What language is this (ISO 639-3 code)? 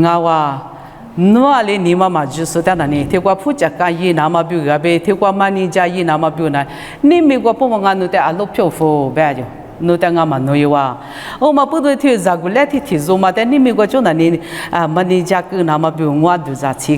lis